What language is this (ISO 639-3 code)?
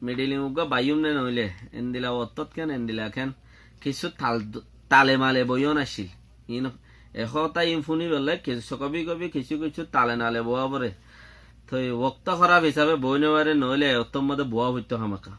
rhg